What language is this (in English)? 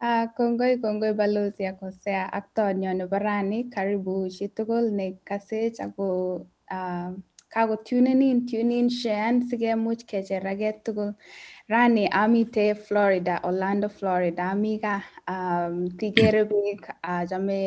Kalenjin